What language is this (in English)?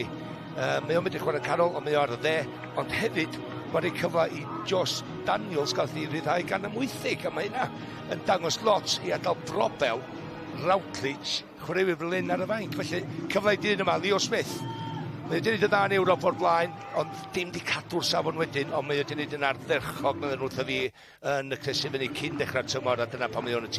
Welsh